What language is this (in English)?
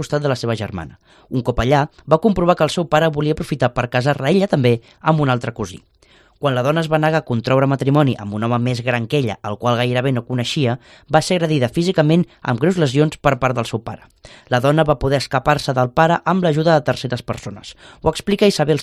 Catalan